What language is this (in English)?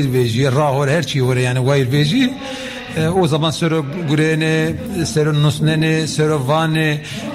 Zaza